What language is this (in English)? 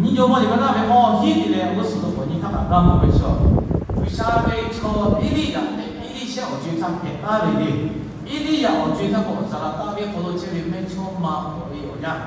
Lahu